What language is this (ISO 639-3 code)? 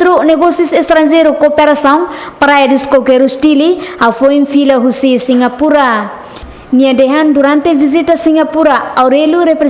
tet